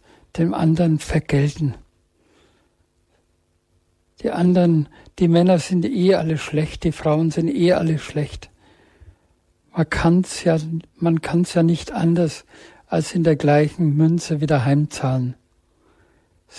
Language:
German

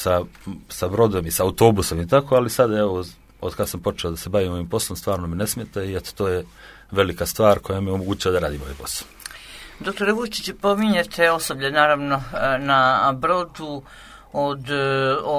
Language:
Serbian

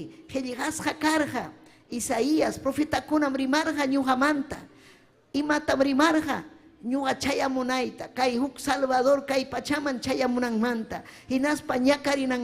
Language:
Ayacucho Quechua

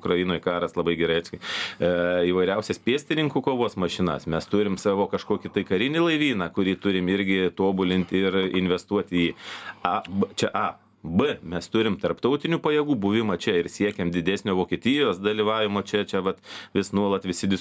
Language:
Lithuanian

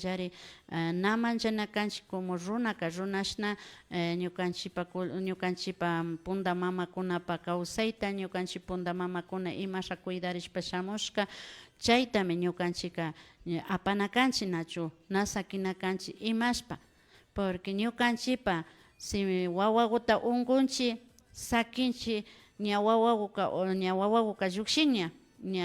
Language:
Imbabura Highland Quichua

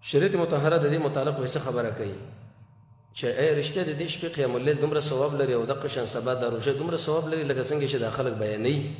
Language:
Pashto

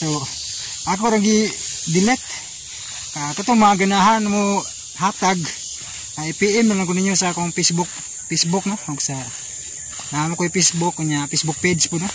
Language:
Cebuano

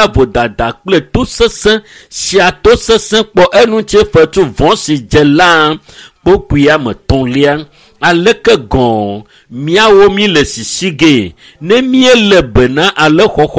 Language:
Ewe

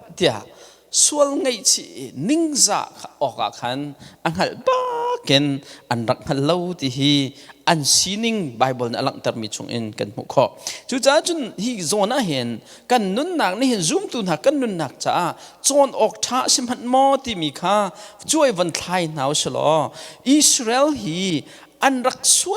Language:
Hakha Chin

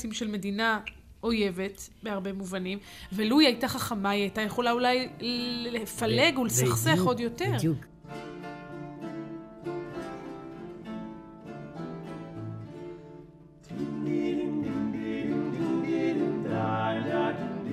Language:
Hebrew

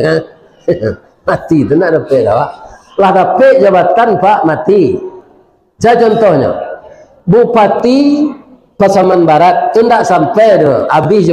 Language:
Minangkabau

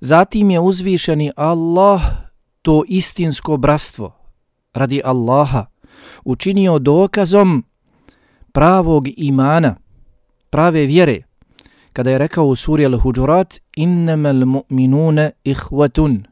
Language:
Bosnian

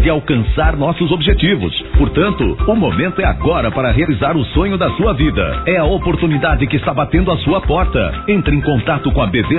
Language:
Portuguese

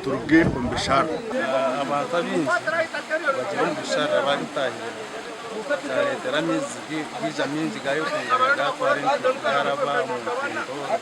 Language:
Nyankole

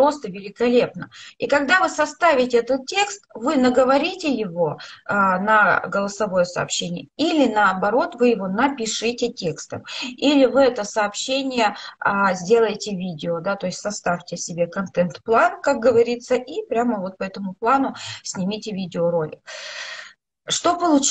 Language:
Russian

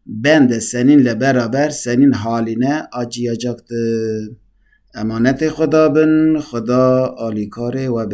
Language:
Kurdish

